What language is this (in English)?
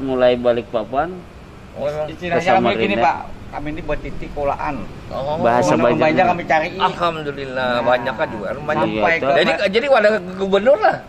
Banjar